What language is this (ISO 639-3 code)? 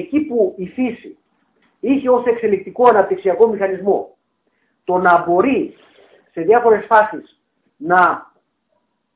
ell